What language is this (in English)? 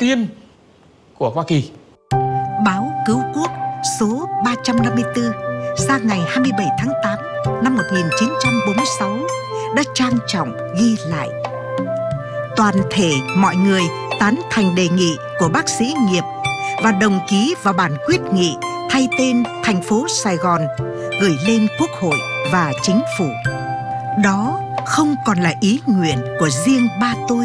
Vietnamese